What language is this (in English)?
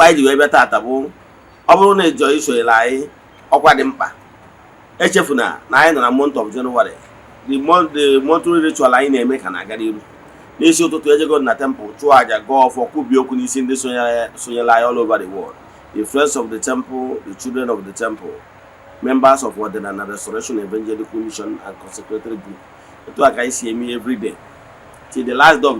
Igbo